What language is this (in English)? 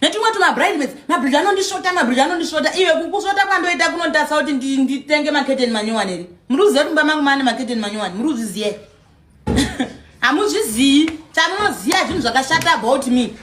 Shona